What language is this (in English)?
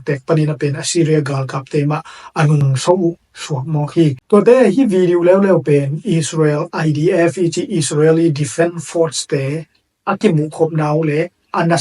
Tedim Chin